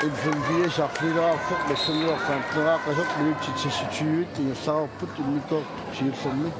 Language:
Kalaallisut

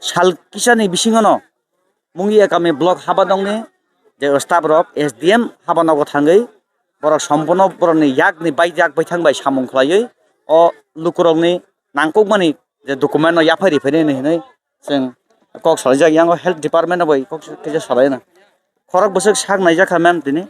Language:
Kok Borok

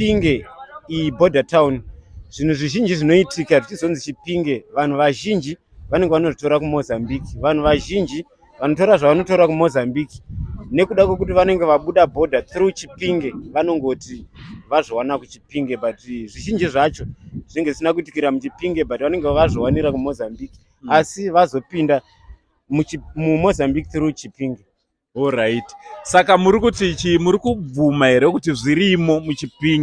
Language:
Shona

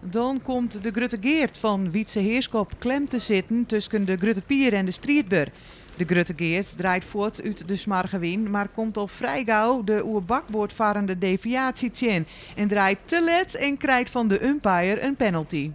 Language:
Western Frisian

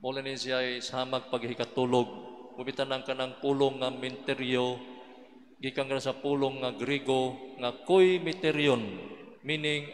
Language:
Cebuano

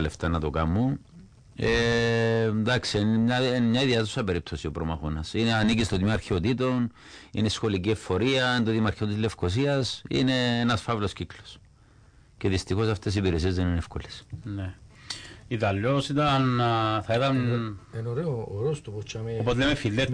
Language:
Greek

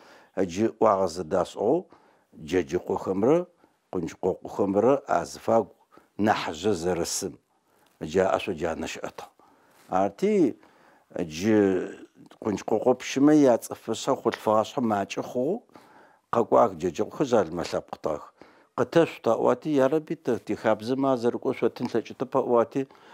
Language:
Adyghe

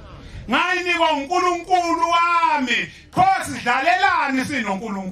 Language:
Zulu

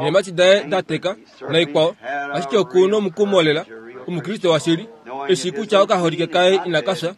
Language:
Kuanyama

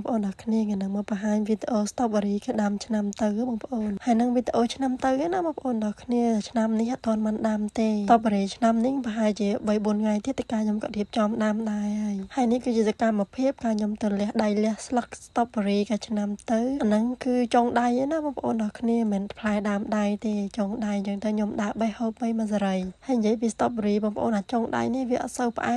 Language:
Khmer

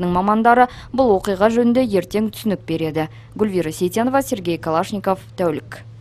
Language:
Kazakh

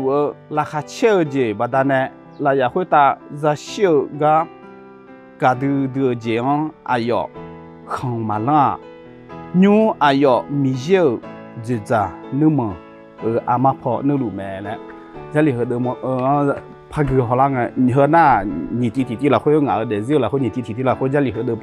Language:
Akha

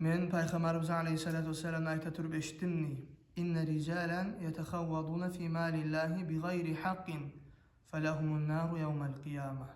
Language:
Kumyk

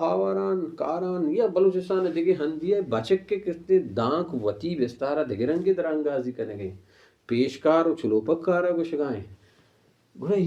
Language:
Baluchi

